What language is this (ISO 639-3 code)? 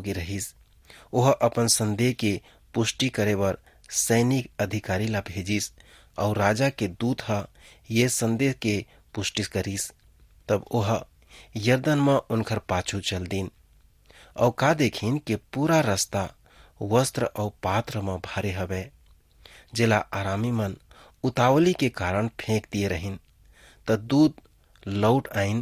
hne